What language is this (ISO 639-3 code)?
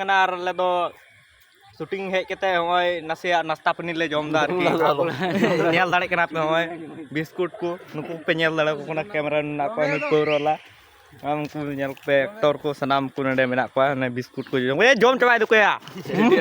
sat